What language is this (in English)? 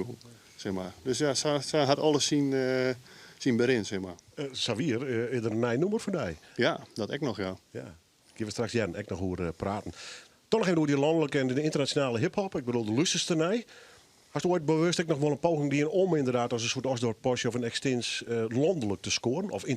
Western Frisian